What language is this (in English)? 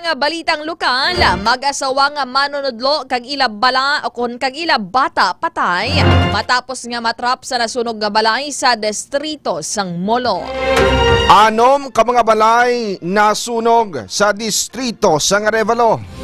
Hiligaynon